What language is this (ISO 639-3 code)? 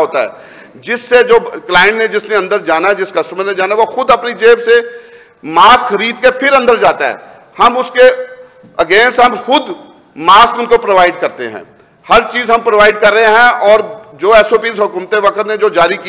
urd